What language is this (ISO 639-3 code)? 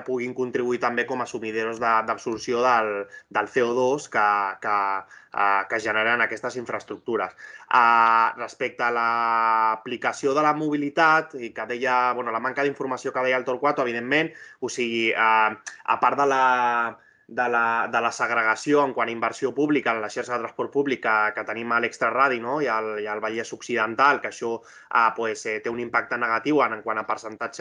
cat